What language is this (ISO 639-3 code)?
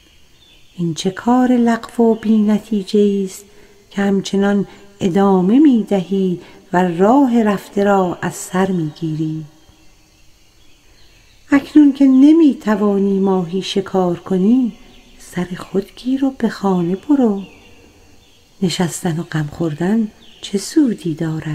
fas